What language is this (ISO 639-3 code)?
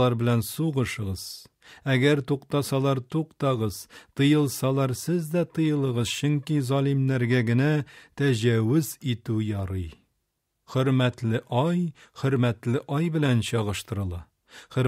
tat